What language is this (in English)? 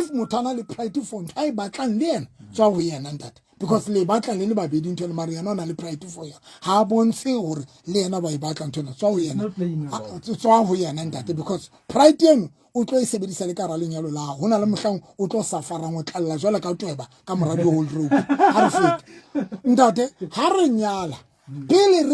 Southern Sotho